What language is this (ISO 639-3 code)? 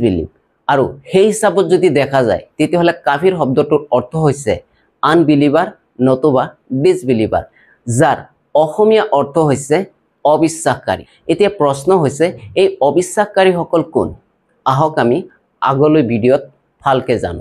asm